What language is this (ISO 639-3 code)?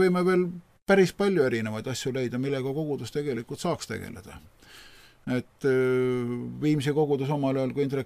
est